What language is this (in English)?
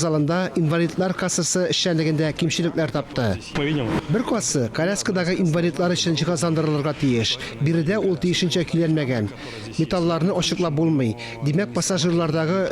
Tatar